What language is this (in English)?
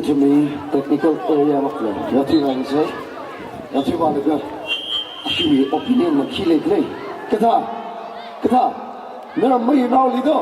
Tangkhul Naga (India)